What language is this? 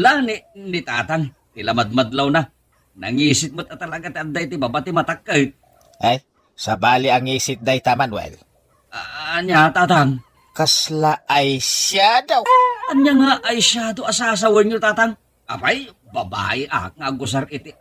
Iloko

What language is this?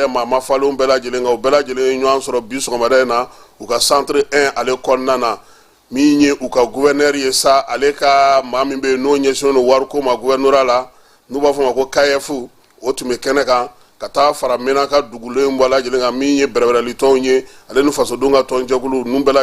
Bambara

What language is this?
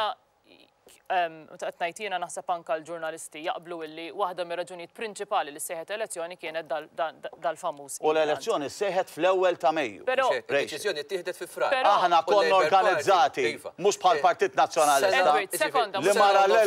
Maltese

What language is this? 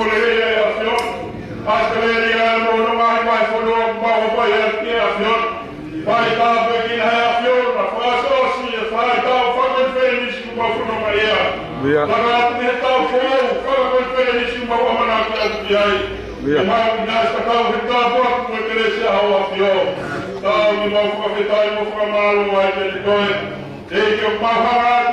Tongan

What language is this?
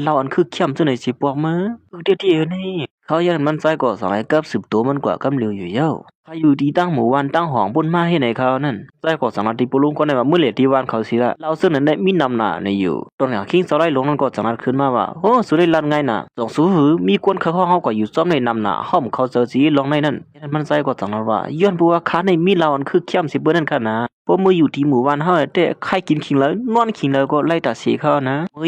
Shan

